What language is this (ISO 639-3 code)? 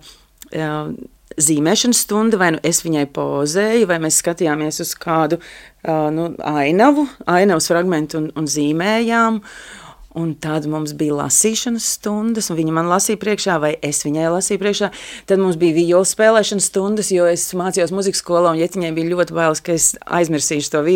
lav